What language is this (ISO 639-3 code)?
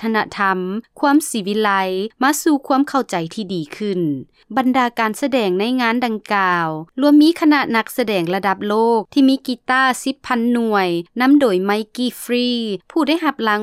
lao